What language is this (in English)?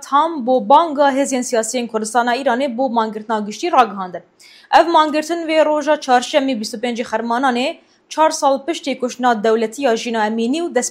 Kurdish